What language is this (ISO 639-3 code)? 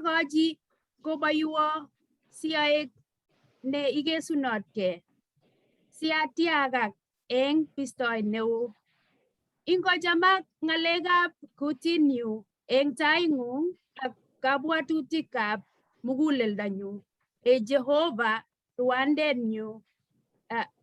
kln